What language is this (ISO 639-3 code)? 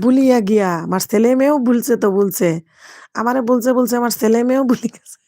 syl